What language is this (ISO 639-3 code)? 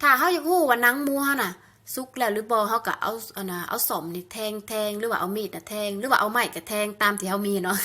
lao